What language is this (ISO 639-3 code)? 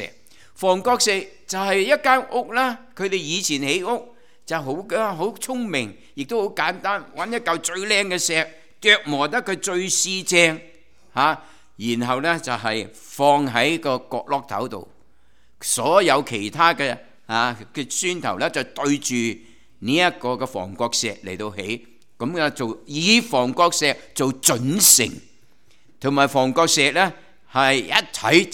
yue